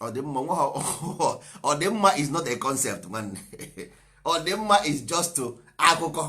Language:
Igbo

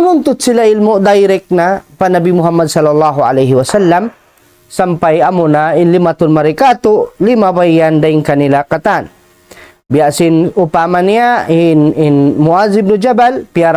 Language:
Tausug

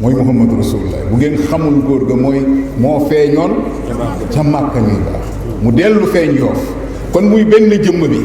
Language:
Wolof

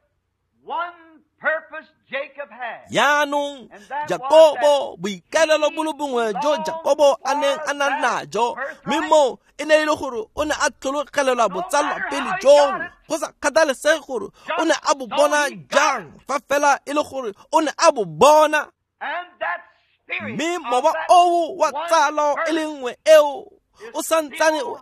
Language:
Tswana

